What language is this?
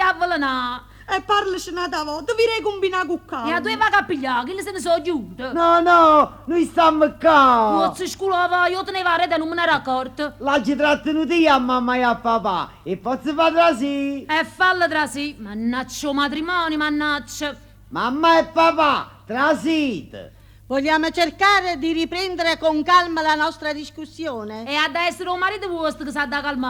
Neapolitan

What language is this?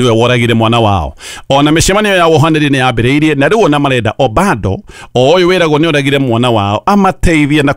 Kikuyu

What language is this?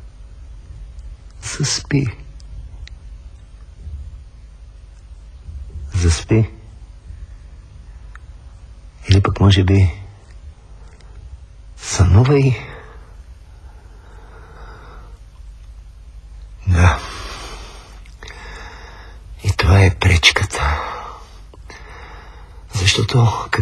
Bulgarian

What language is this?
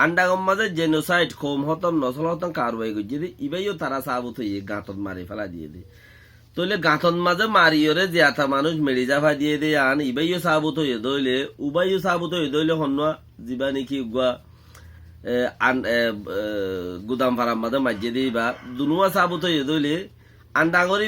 Rohingya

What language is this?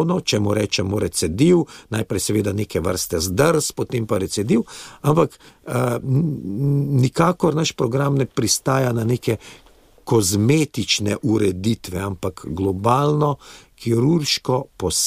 Slovenian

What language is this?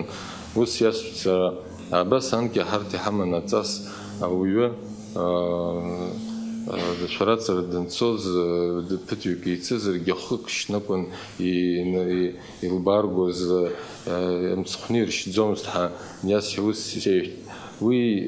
Abkhazian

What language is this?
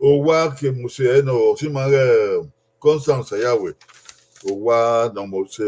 Bini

